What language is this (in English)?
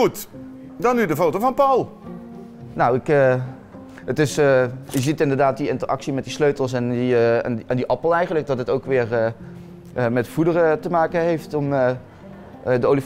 Dutch